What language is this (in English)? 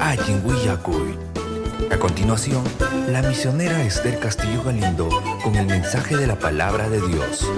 Ayacucho Quechua